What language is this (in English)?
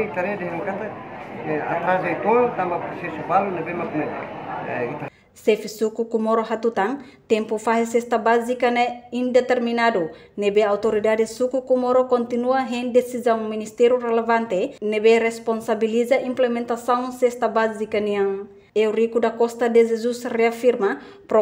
Tetum